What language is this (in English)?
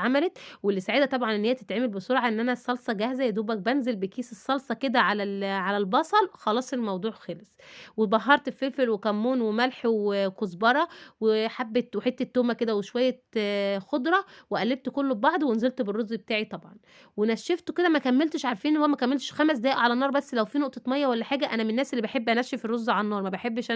Egyptian Arabic